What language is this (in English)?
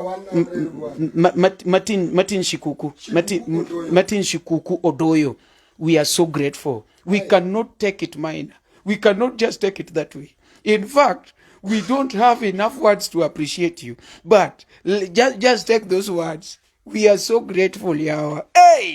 Luo (Kenya and Tanzania)